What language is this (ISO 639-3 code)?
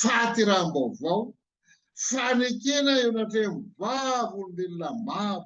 mlg